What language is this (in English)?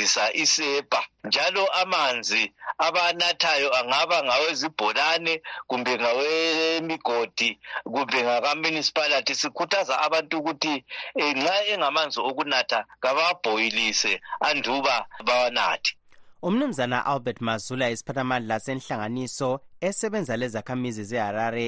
North Ndebele